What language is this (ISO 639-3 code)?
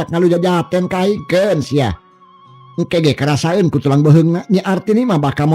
sun